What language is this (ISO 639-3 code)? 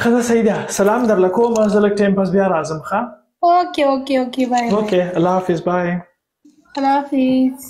pus